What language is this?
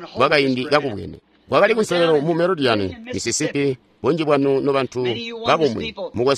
Tonga (Zambia)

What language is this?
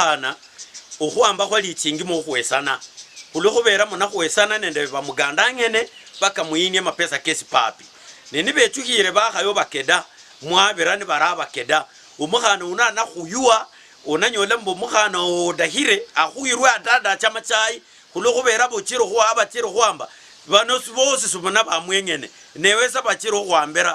Luyia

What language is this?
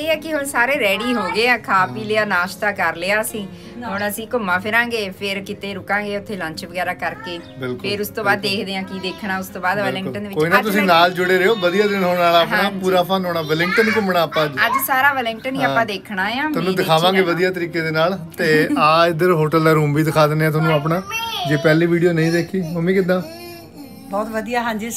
Punjabi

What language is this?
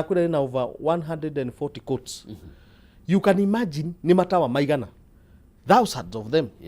Kikuyu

